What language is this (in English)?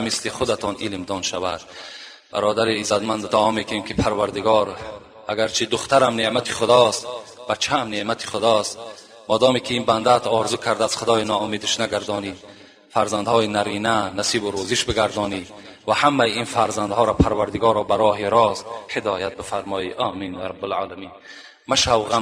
Tajik